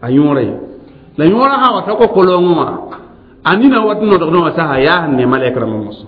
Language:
Mossi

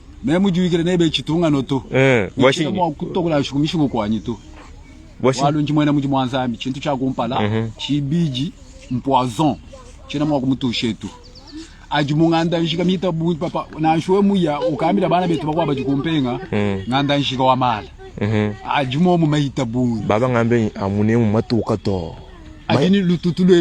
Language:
Luba-Lulua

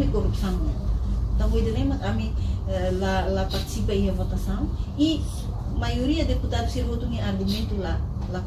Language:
Tetum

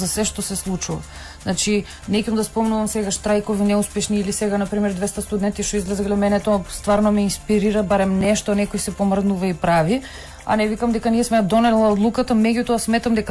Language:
Macedonian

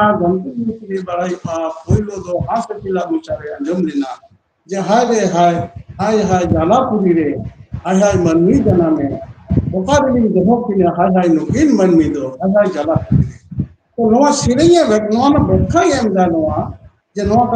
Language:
Santali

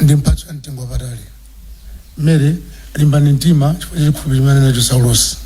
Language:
Nyanja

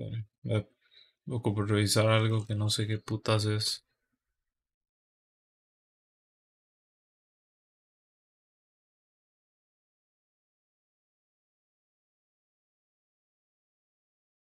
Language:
Spanish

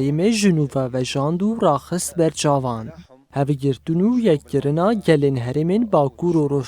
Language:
Kurdish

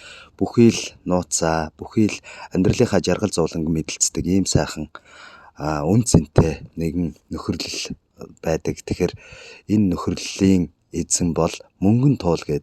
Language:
Mongolian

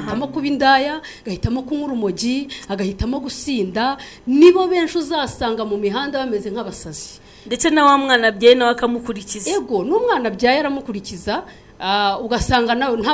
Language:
Kinyarwanda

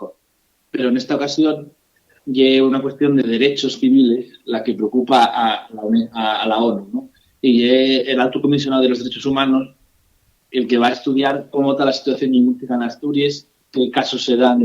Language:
Asturian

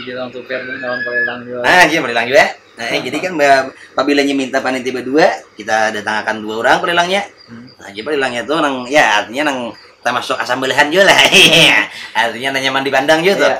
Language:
Banjar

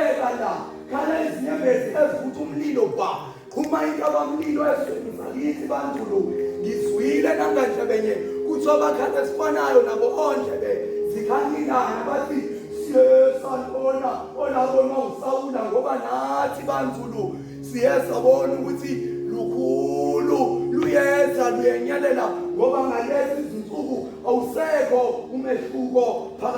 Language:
Zulu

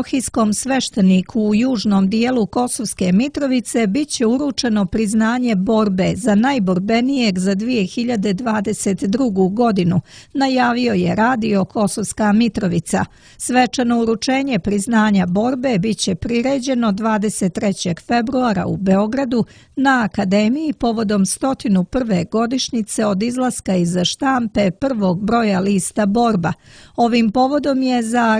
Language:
Serbian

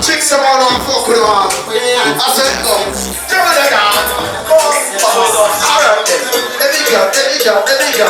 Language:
Jamaican Creole English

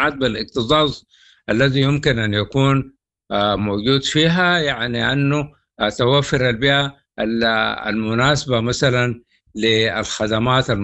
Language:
Sudanese Arabic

